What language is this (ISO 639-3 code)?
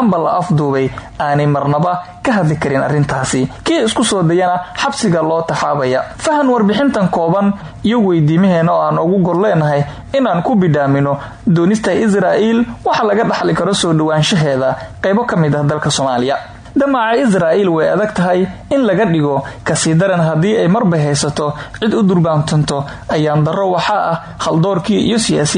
som